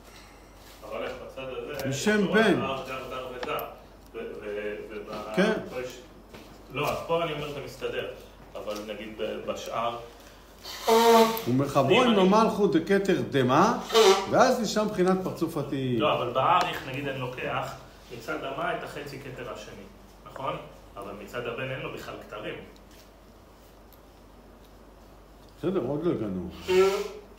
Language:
Hebrew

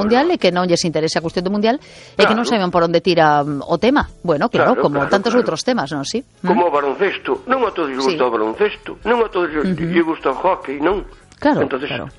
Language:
Galician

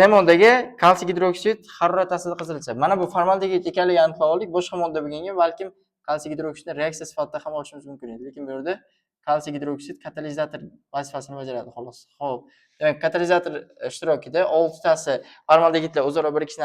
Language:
Uzbek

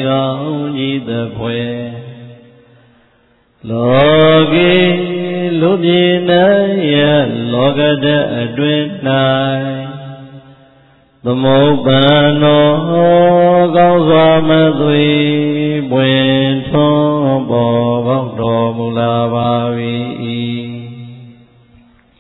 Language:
Burmese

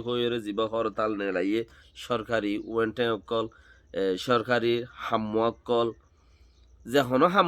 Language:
Rohingya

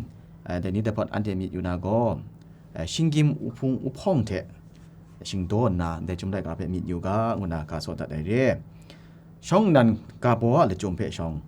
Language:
Kachin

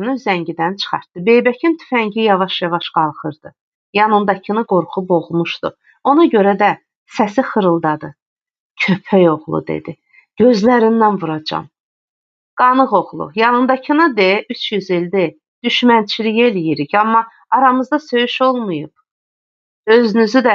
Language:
Azerbaijani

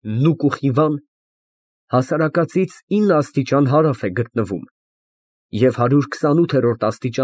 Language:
Armenian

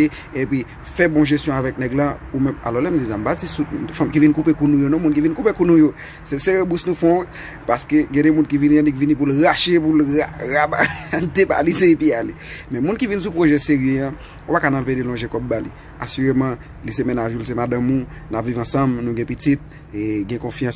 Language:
Haitian Creole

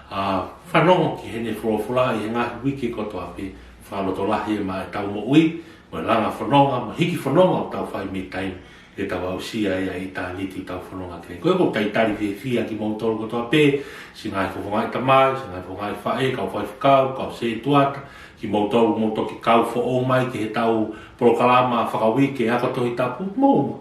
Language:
Tongan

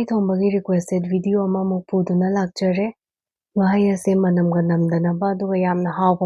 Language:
Manipuri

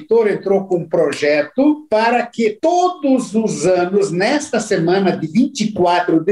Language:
Portuguese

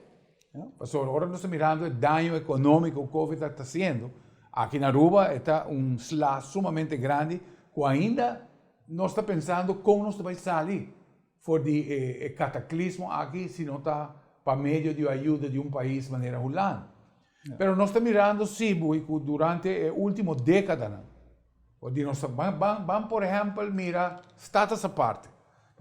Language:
Papiamento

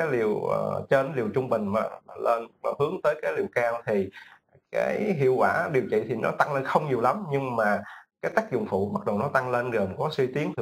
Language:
Vietnamese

